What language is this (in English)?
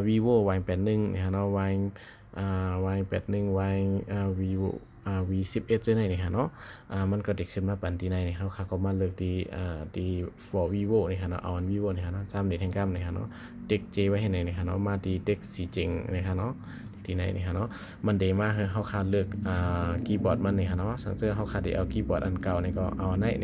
Shan